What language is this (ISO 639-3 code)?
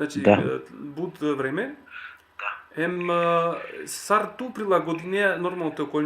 rmn